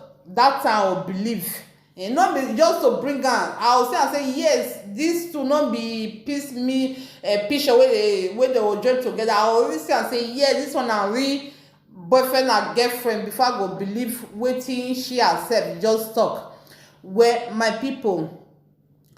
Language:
Nigerian Pidgin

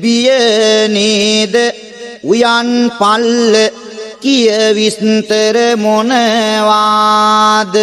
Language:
Sinhala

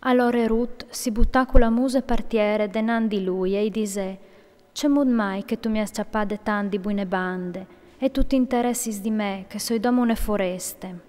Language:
Friulian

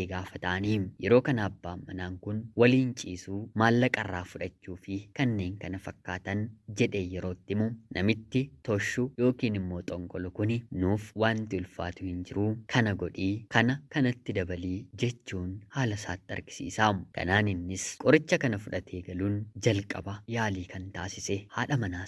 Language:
Oromo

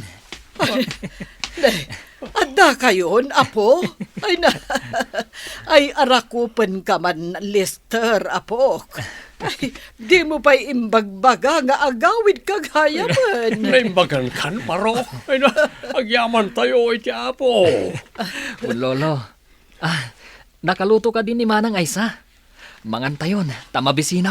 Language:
Iloko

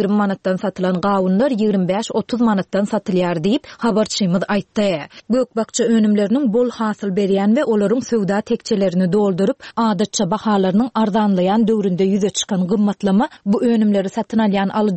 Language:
Turkmen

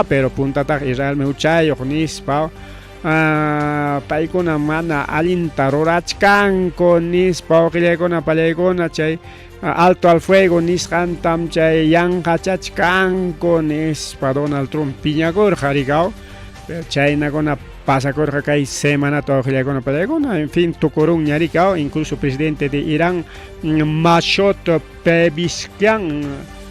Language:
Ayacucho Quechua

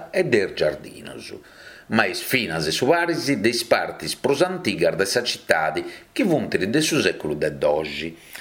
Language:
Sardinian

